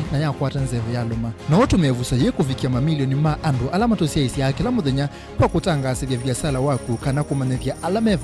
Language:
Kamba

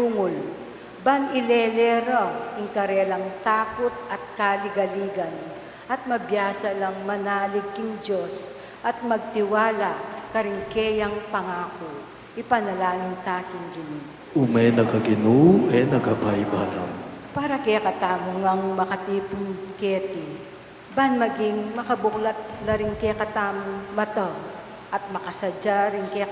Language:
Pampanga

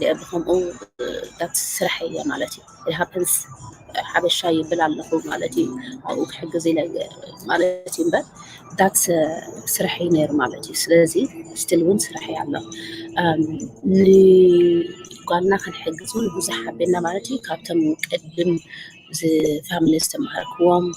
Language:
Tigrinya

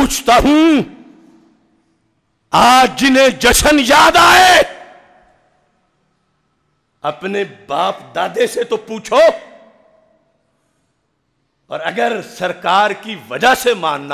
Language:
Urdu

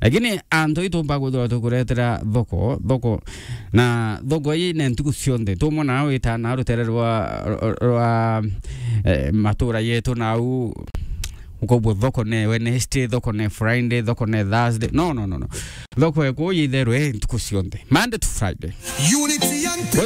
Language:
Meru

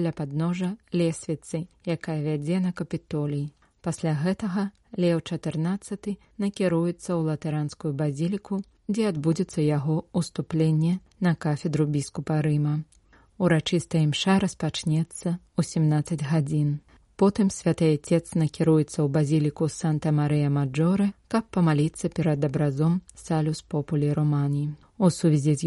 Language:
Belarusian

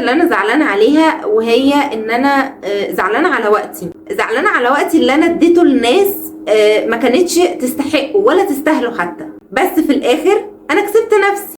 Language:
Egyptian Arabic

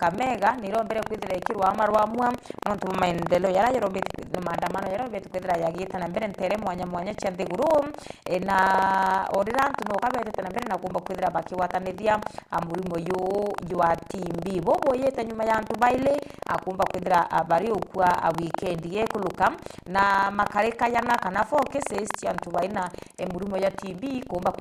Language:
Meru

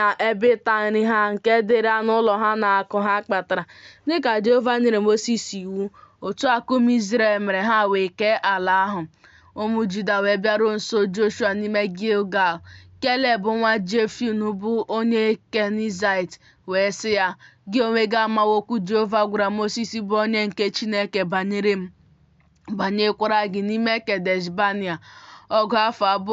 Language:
Igbo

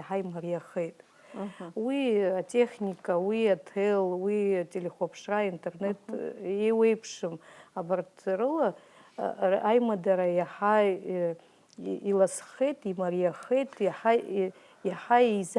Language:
Abkhazian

